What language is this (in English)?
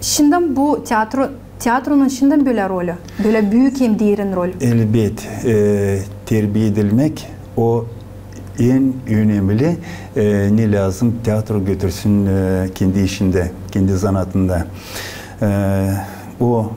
Gagauz